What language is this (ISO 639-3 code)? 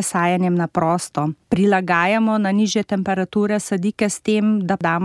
slv